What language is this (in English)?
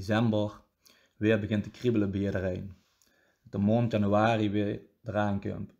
Limburgish